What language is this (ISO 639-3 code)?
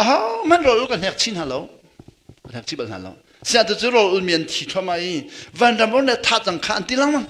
cnh